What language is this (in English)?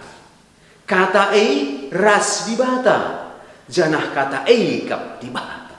Batak Karo